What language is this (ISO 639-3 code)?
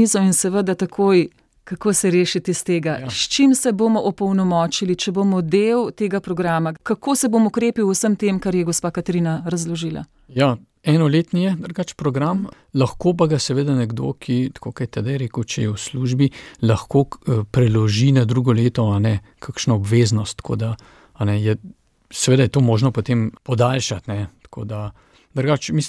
slv